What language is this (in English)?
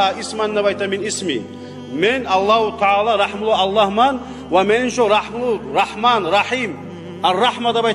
Kumyk